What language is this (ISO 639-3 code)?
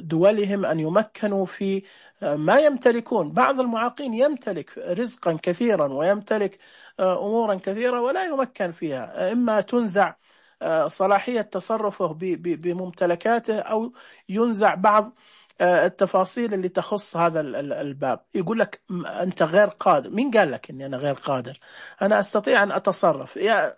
ars